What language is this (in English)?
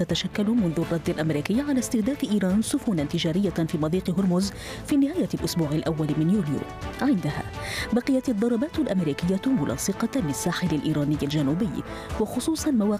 Arabic